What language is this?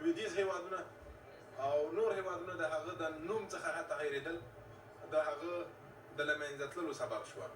Pashto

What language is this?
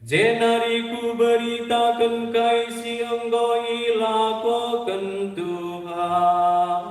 Batak Karo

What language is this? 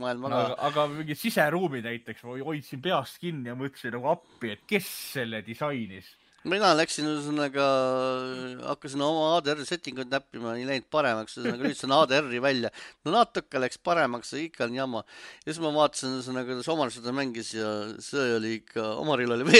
Estonian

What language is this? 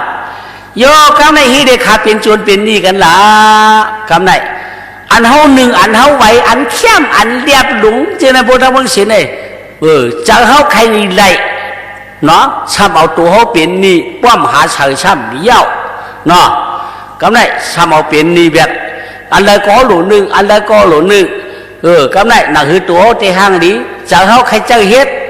Shan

